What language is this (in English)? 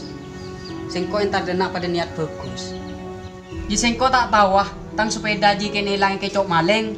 Madurese